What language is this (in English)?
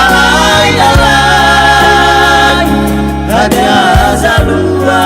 Nias